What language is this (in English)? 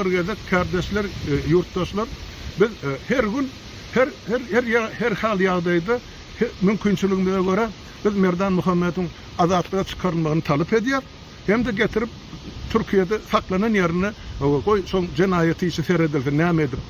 Turkmen